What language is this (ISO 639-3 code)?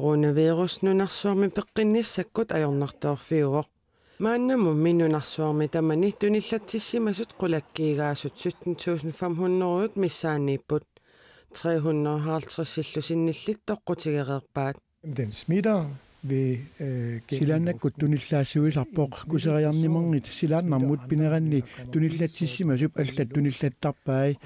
kal